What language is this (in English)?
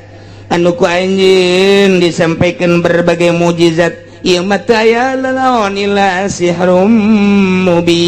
Sundanese